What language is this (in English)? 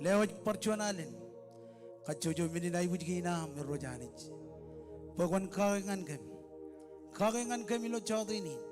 Marshallese